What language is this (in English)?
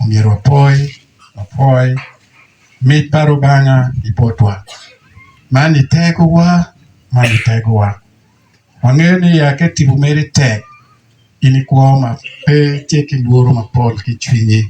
Acoli